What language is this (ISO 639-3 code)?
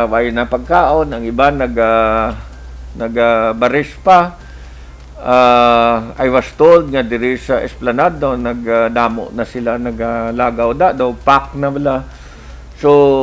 hil